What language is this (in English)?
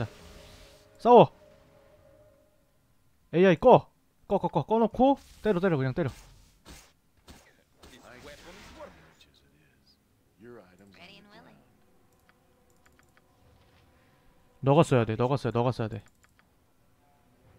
Korean